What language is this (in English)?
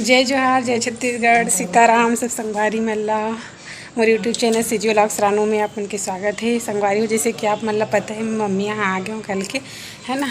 Chhattisgarhi